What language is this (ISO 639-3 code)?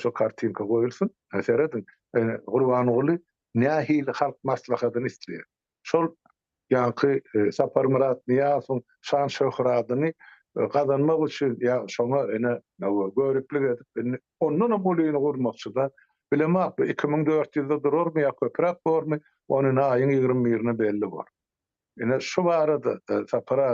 tuk